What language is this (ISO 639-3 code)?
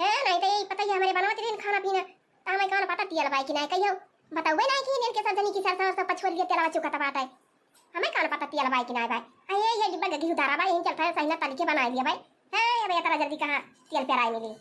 awa